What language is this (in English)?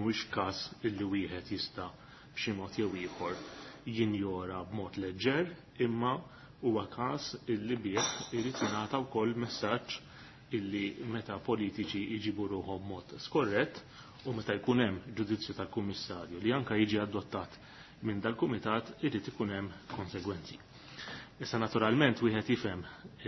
Maltese